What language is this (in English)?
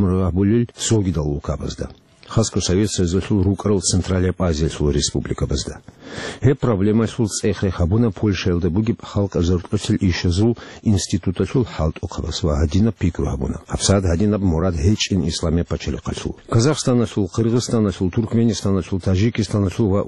Avaric